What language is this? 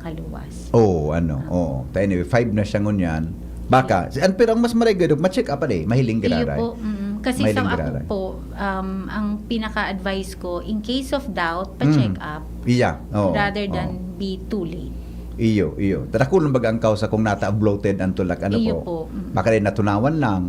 Bikol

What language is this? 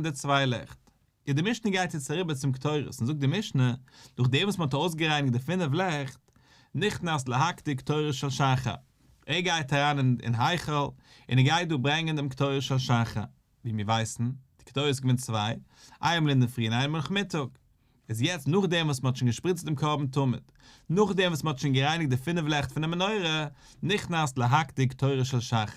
Yiddish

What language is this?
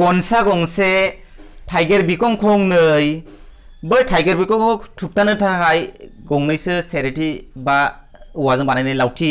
Bodo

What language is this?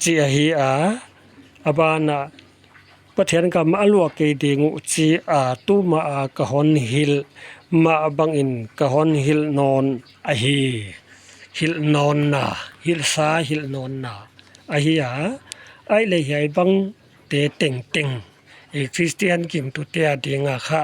Paite Chin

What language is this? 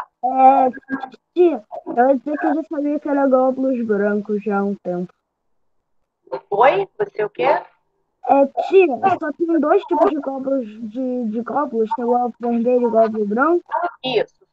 Portuguese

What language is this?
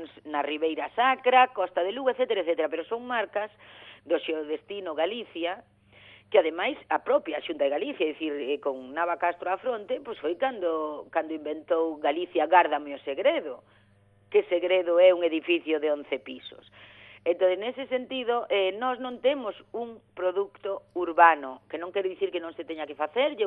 Galician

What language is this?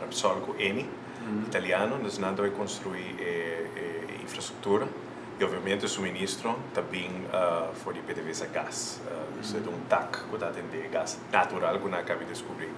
Papiamento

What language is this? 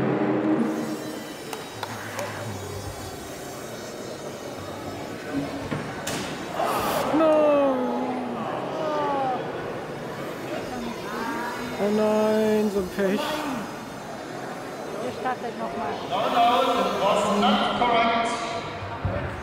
German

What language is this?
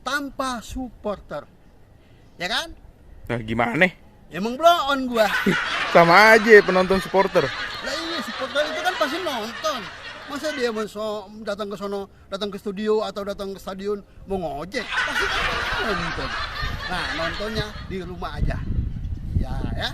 Betawi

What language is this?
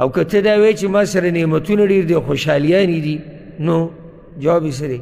Pashto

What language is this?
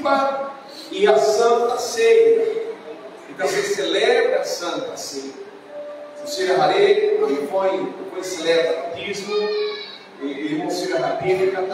Tetum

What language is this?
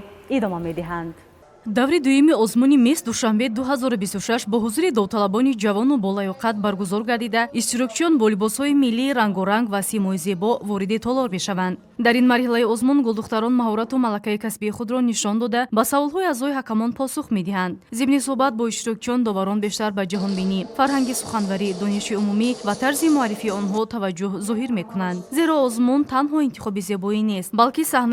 Tajik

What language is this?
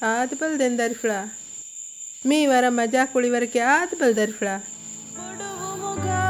Divehi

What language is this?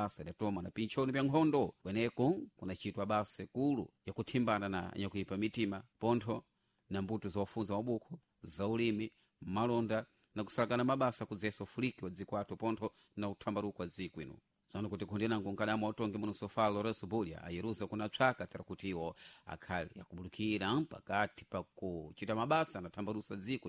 Sena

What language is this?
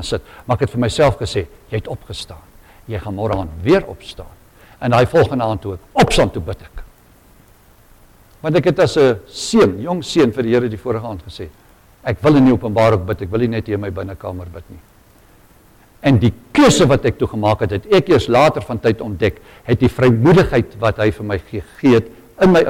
Afrikaans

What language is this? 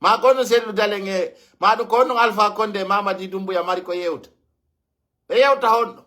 Pular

